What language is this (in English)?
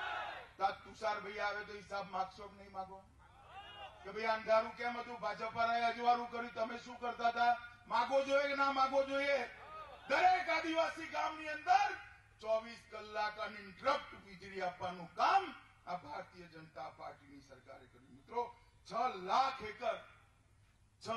Gujarati